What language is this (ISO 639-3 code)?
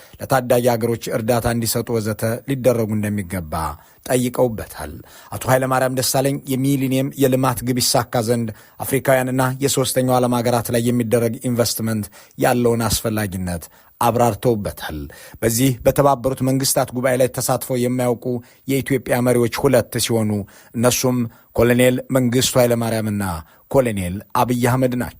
amh